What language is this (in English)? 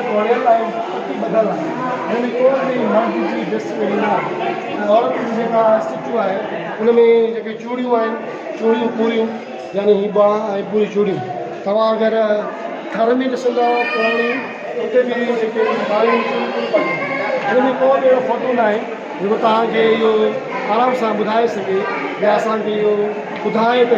Sindhi